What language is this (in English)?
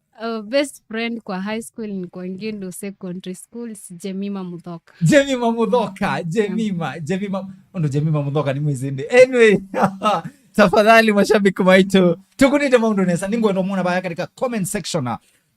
Kamba